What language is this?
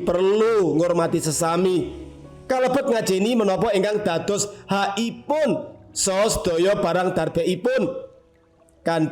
Javanese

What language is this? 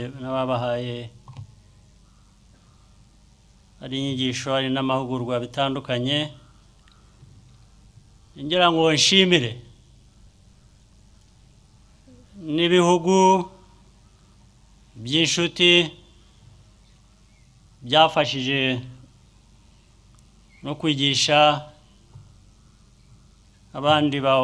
Kinyarwanda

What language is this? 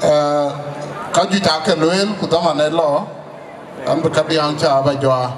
Dinka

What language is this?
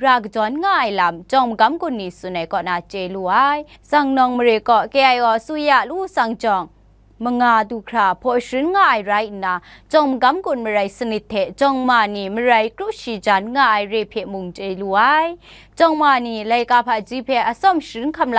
Kachin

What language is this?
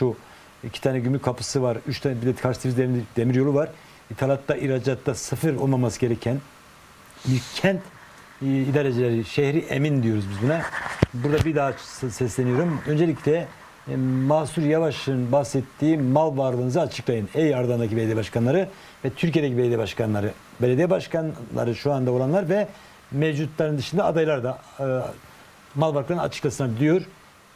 Turkish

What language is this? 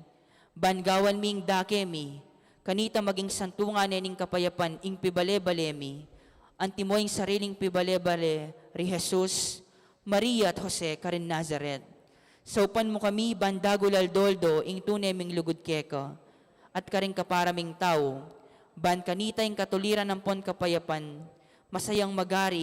Pampanga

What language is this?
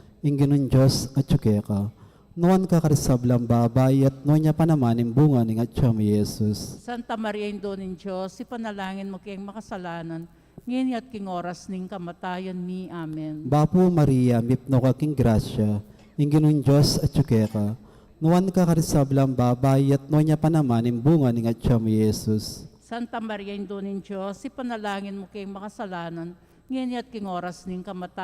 Pampanga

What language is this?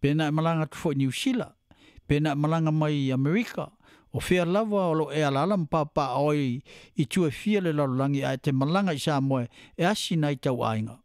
Samoan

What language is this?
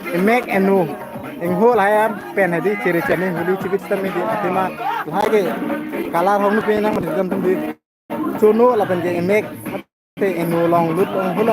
Karbi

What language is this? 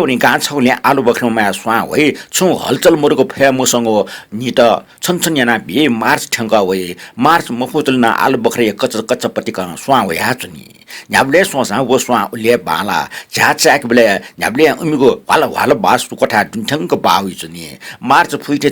Newari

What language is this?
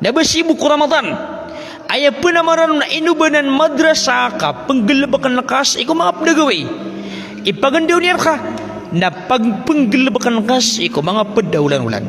Maranao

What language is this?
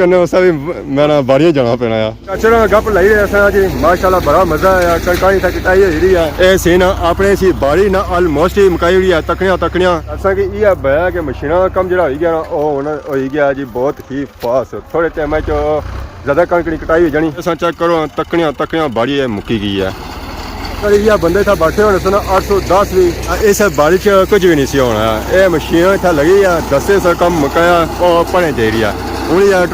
Pahari-Potwari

